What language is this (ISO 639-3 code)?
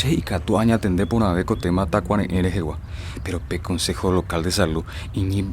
grn